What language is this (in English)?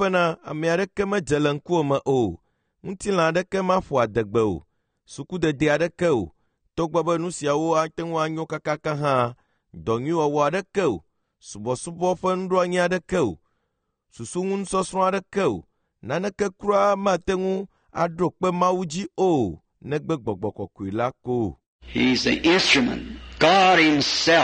Ewe